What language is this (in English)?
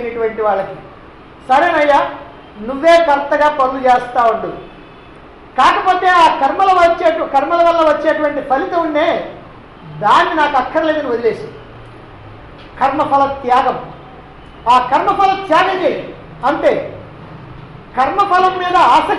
Telugu